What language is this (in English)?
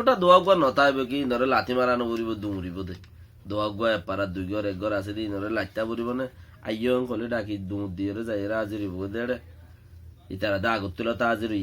Rohingya